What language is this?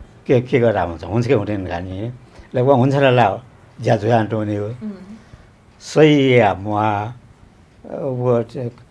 Newari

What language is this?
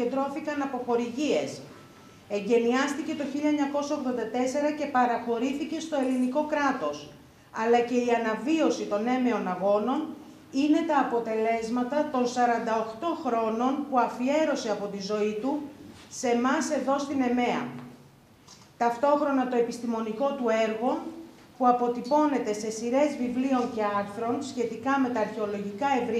Greek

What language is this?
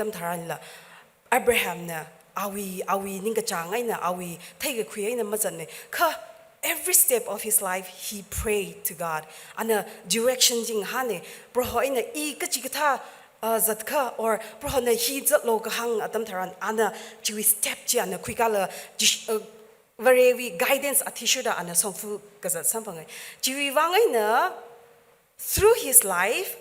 Tangkhul Naga (India)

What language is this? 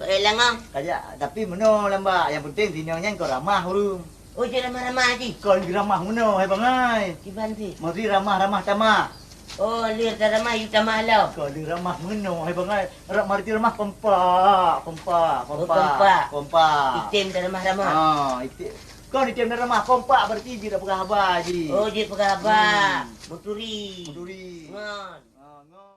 Achinese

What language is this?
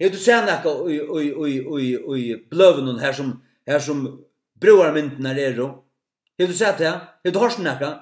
Faroese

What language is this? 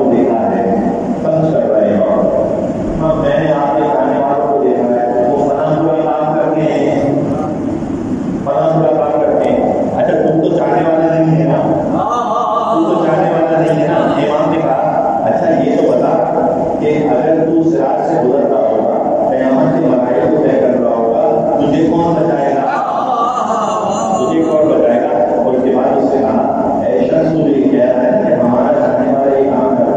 Urdu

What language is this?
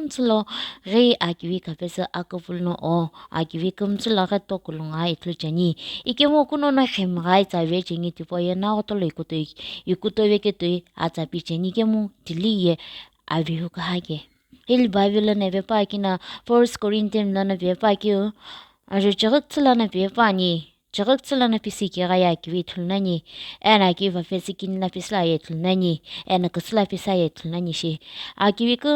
Sumi Naga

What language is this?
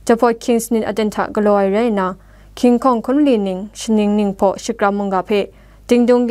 Kachin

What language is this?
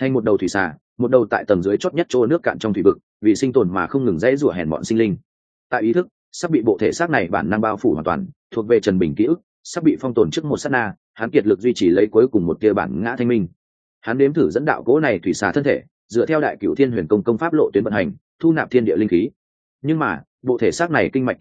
Vietnamese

